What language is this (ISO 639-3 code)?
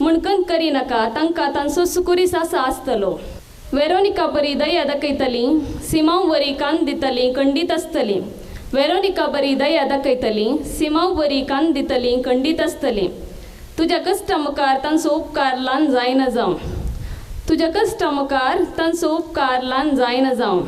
kok